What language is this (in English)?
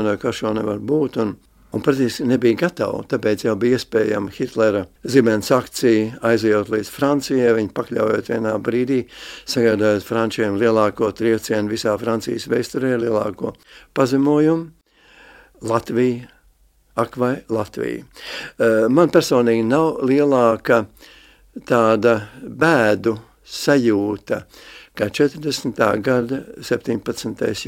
Latvian